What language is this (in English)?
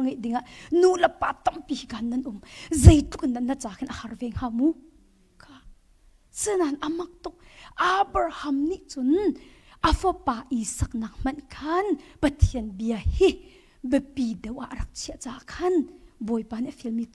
Hakha Chin